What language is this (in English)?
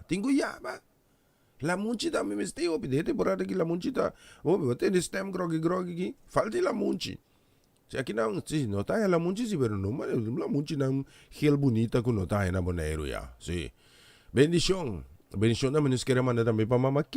Papiamento